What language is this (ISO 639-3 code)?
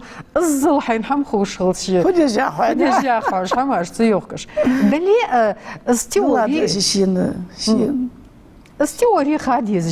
inh